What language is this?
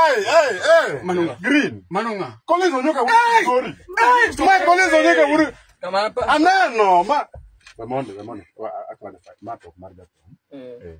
Luo (Kenya and Tanzania)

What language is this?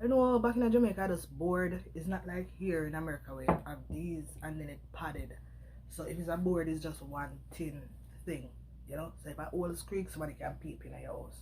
Jamaican Creole English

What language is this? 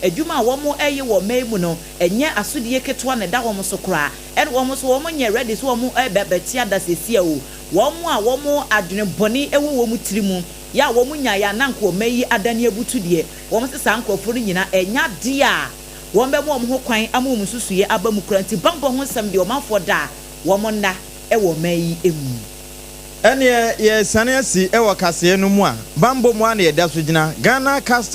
Akan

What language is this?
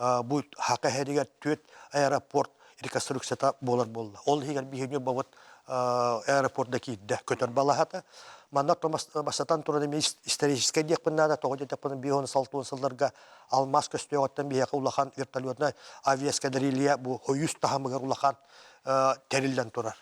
Yakut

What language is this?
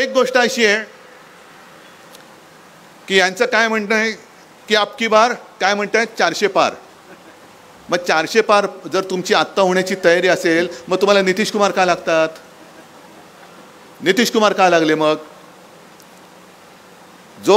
Marathi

